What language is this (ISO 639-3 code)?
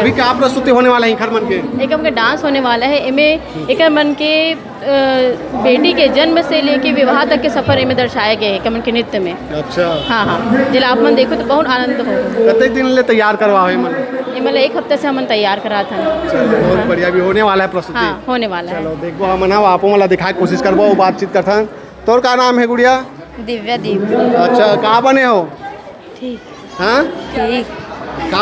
hne